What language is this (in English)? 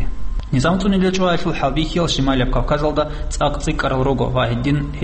Avaric